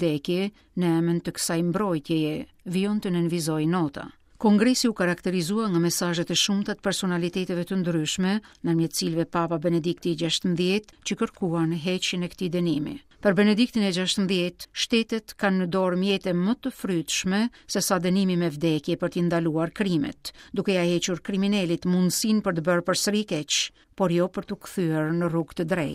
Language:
Albanian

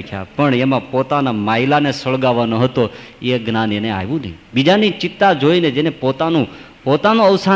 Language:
Gujarati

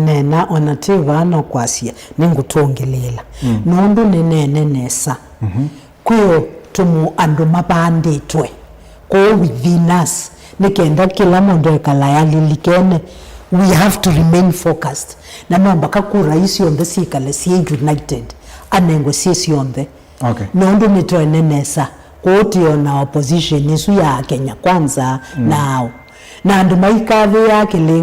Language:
Kamba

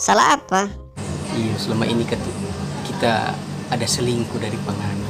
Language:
Manado Malay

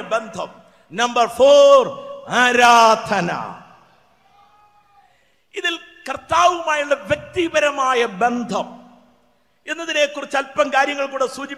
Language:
Malayalam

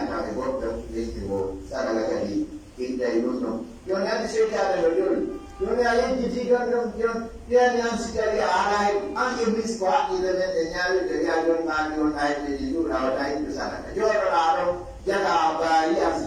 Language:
Pular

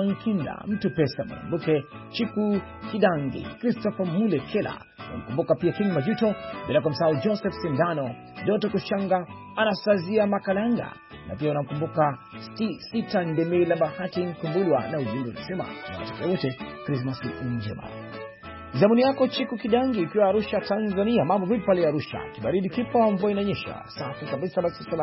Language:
Swahili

